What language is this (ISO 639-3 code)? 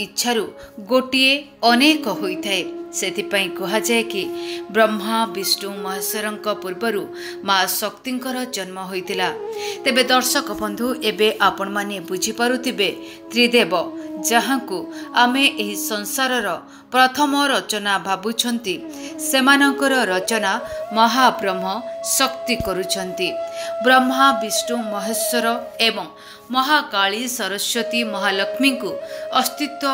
ori